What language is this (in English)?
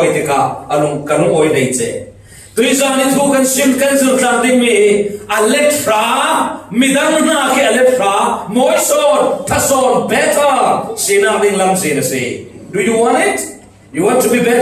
Falam Chin